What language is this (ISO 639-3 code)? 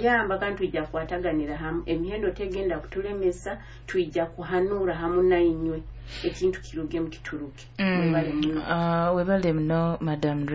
nyo